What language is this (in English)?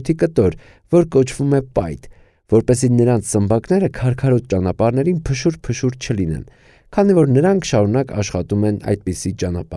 Armenian